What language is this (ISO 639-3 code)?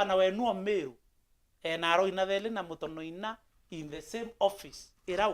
mer